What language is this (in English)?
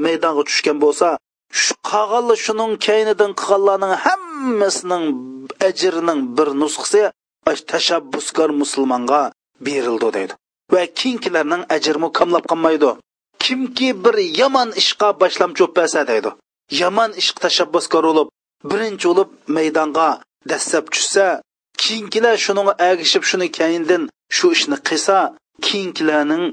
Uyghur